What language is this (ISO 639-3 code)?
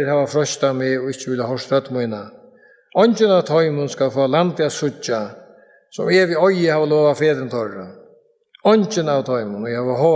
fao